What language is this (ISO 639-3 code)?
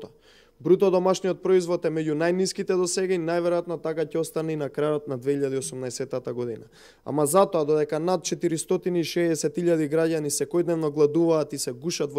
mkd